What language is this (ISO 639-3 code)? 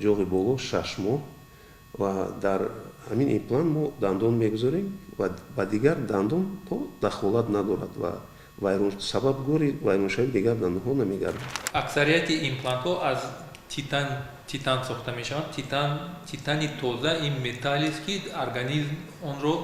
tgk